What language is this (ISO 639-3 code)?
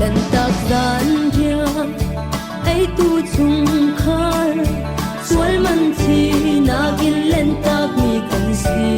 cfm